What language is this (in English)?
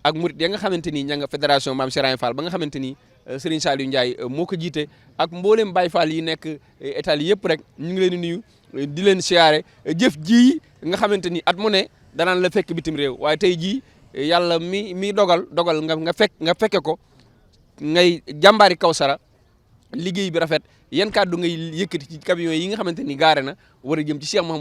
Wolof